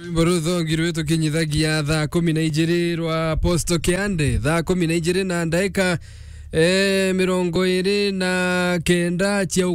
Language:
Meru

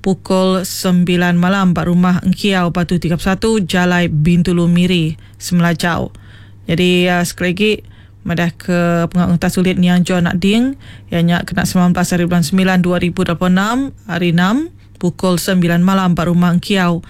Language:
Iban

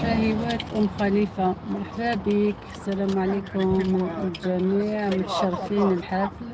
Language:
Algerian Arabic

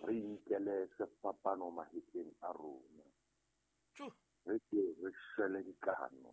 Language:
Southern Sotho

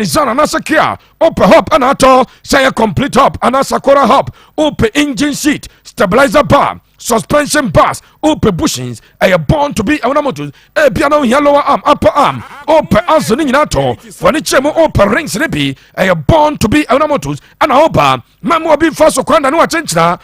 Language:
Akan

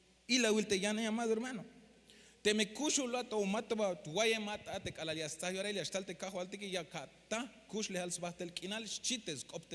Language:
Tzeltal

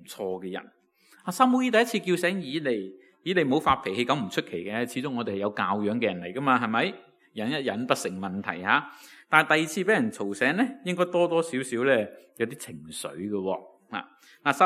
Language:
Cantonese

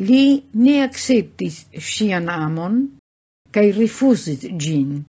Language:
Esperanto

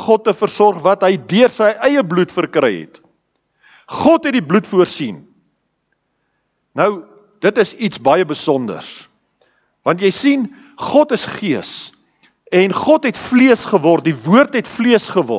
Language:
Afrikaans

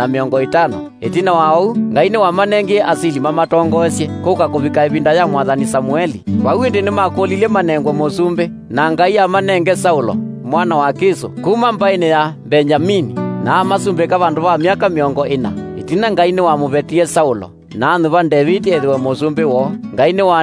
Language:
Kamba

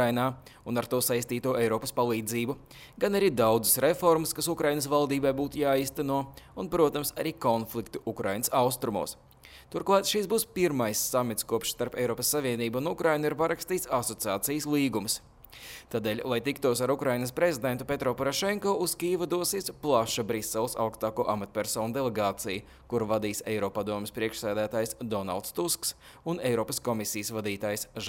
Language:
Latvian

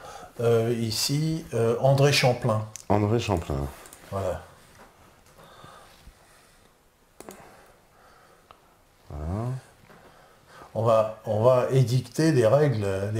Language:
French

